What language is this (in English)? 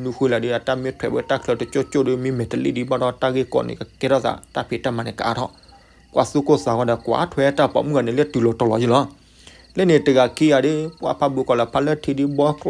S'gaw Karen